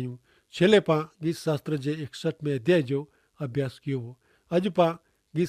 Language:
Kachhi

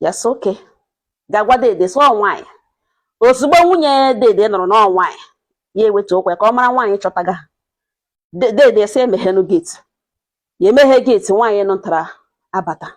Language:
Igbo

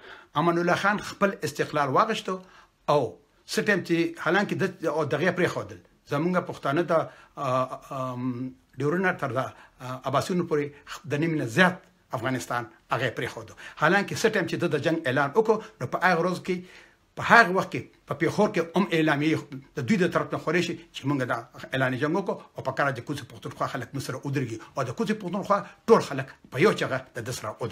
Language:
Pashto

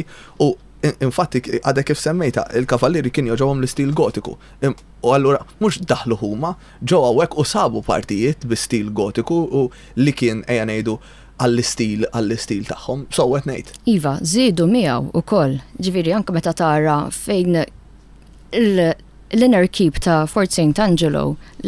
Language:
Maltese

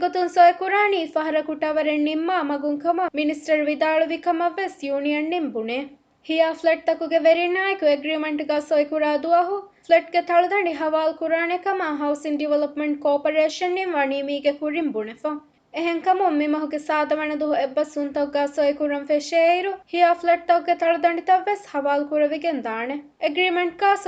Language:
Divehi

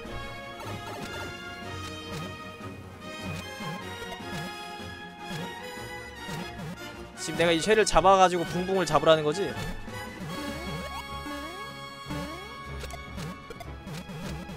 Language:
Korean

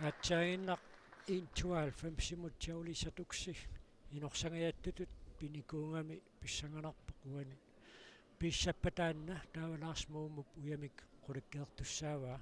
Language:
Kalaallisut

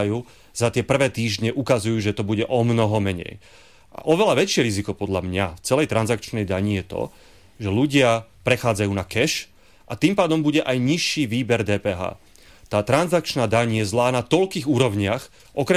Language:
Slovak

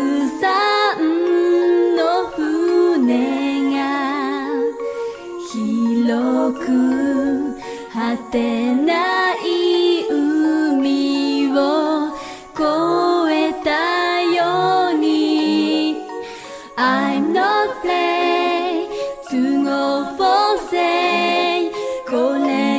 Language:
Japanese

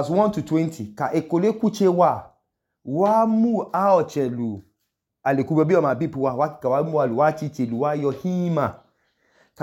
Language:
Idoma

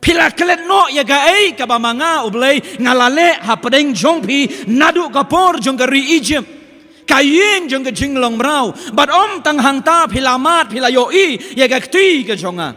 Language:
Khasi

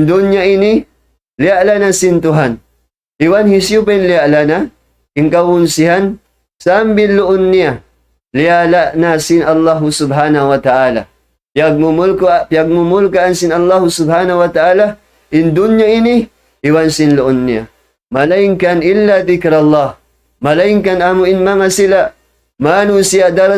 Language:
Tausug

